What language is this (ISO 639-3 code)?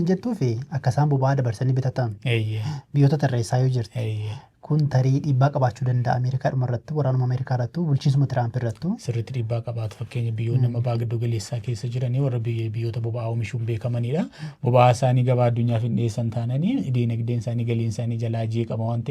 orm